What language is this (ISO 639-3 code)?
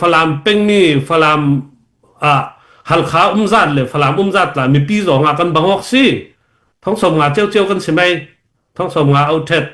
cfm